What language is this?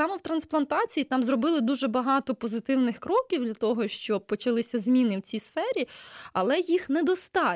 Ukrainian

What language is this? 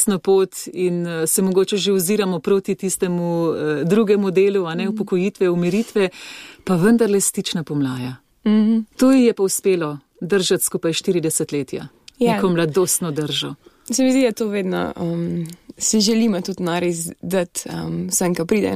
Slovenian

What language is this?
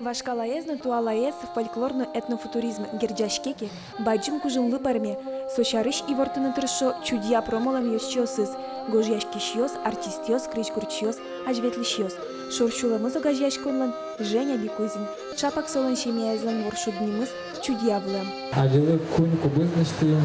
Udmurt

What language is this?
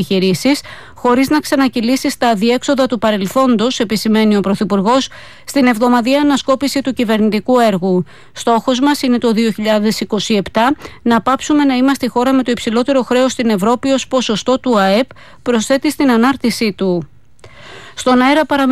Greek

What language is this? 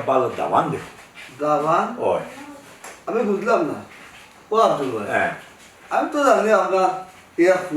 Sylheti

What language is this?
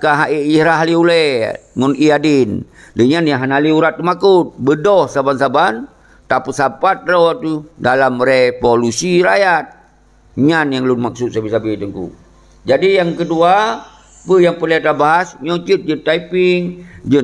Achinese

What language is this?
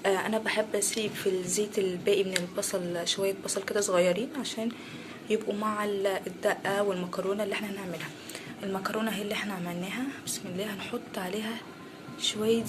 Egyptian Arabic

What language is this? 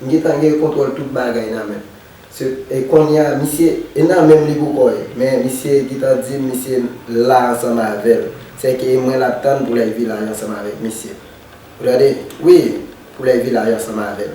Haitian Creole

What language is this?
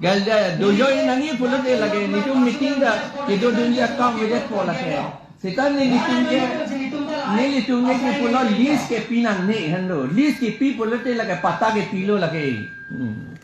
Karbi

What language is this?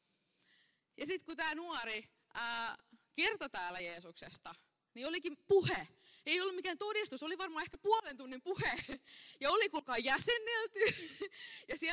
Finnish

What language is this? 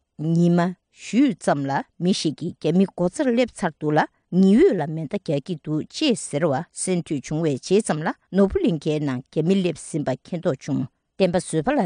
Tibetan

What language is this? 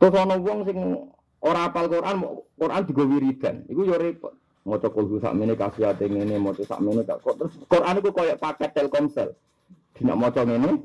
Javanese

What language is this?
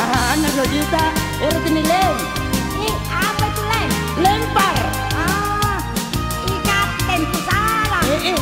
Makasar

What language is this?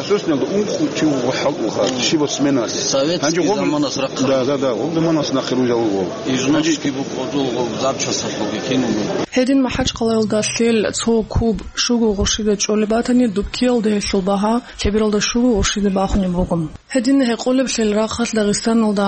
Avaric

